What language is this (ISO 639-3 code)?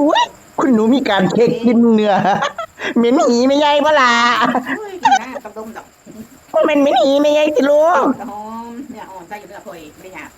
tts